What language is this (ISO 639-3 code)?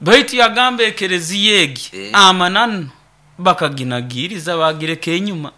nyn